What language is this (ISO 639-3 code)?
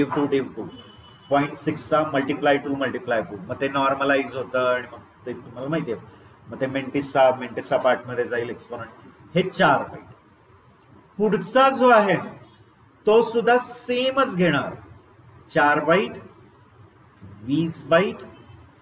mar